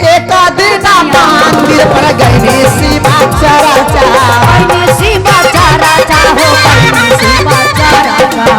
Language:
Magahi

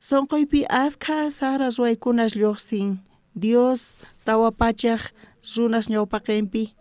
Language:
South Bolivian Quechua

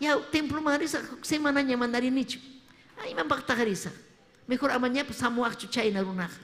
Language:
Ayacucho Quechua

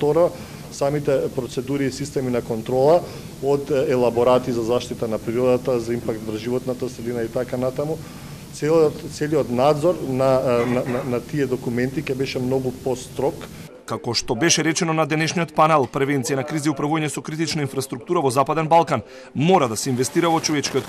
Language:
Macedonian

